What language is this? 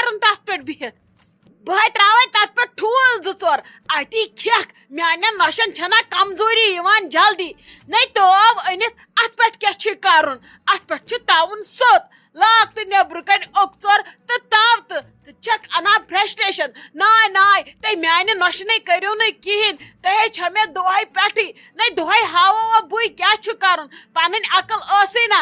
Kashmiri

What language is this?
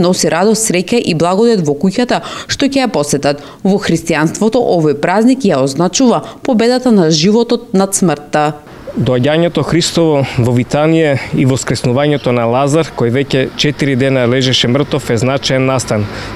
Macedonian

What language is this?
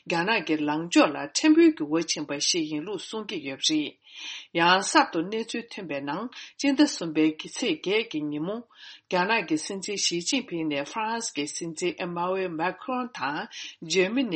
Tibetan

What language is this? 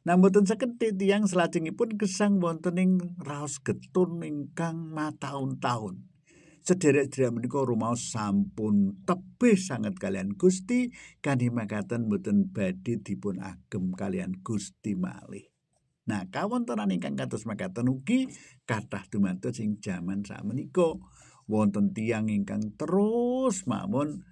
Javanese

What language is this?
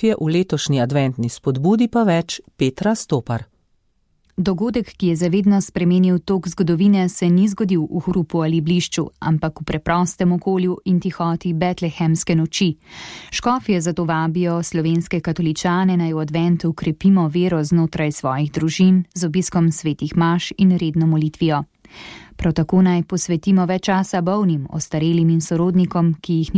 Slovenian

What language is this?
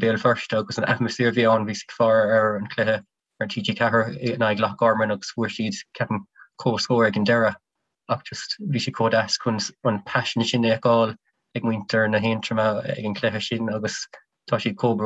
Irish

